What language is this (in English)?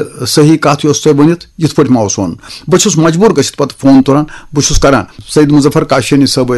Kashmiri